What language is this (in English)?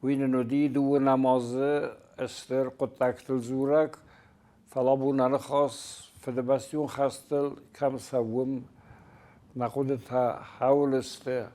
Ossetic